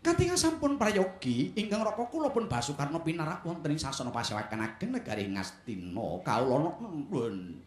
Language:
Javanese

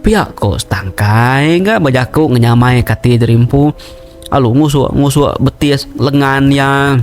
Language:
Iban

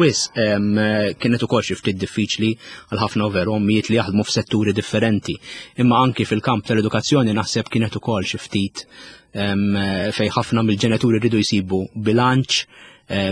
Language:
Maltese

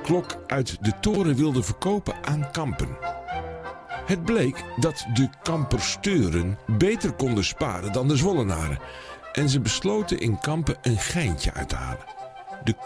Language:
Dutch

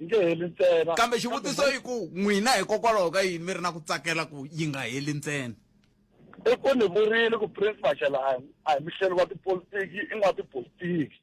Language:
Tsonga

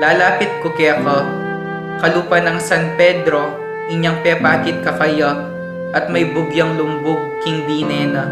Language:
Pampanga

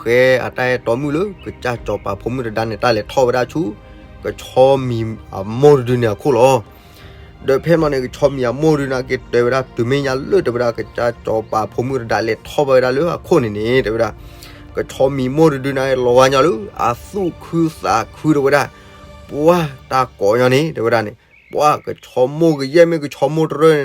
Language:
S'gaw Karen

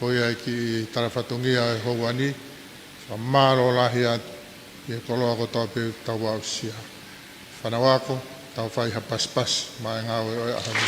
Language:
Tongan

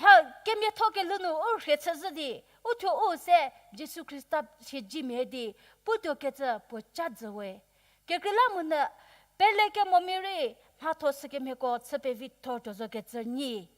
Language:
Angami Naga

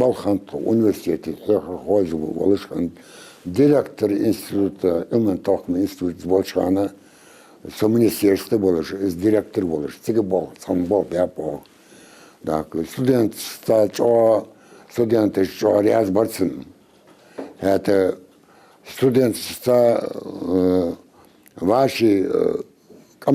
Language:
Ingush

